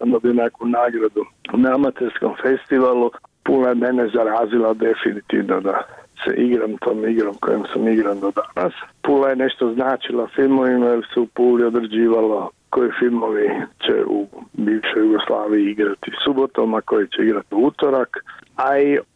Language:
Croatian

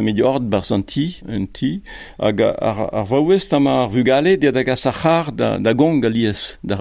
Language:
Breton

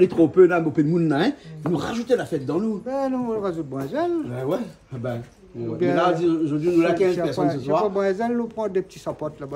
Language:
Réunion Creole French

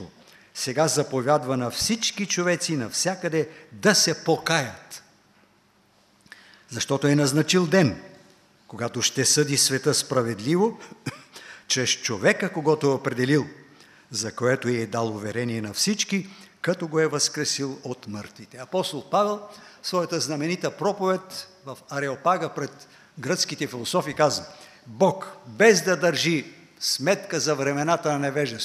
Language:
Bulgarian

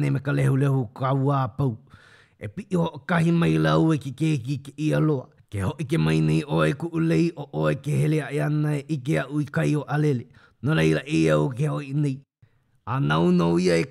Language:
Hawaiian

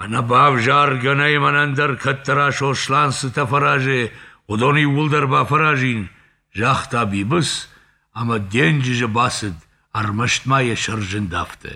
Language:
Ossetic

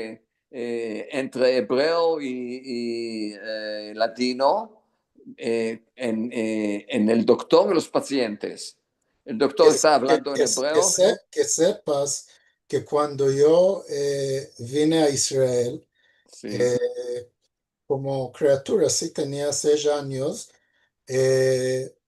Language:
Ladino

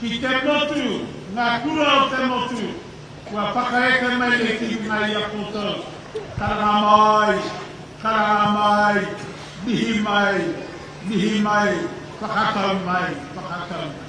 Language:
Māori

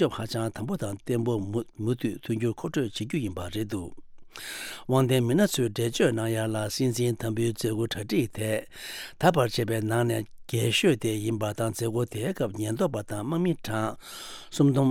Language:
Tibetan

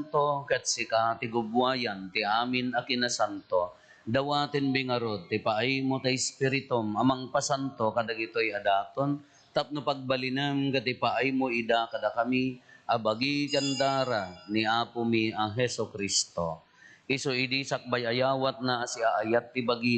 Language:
Iloko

